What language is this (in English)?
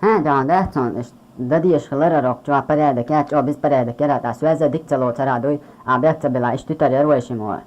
Chechen